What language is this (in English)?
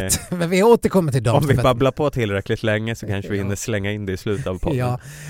Swedish